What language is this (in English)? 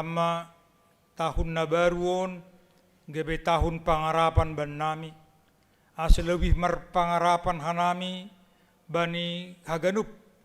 Batak Simalungun